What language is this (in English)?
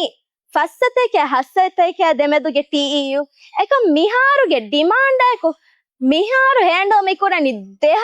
Divehi